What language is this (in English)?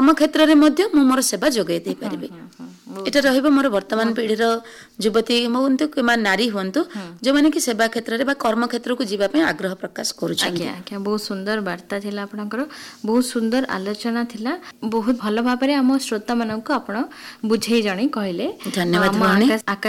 Odia